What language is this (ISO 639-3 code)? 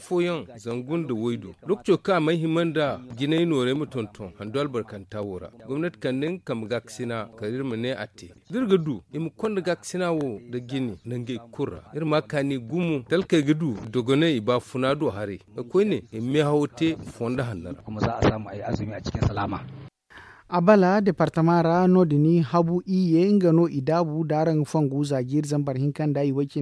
dje